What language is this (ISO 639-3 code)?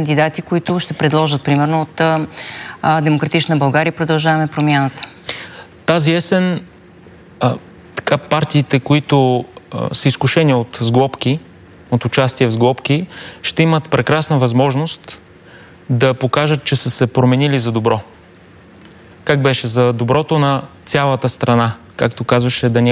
bul